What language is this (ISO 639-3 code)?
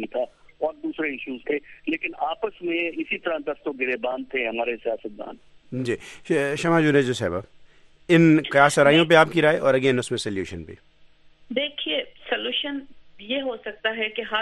urd